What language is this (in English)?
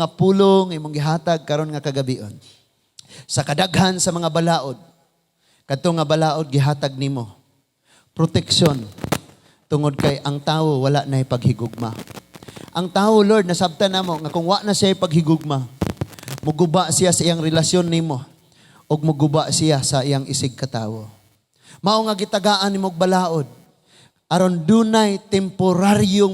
Cebuano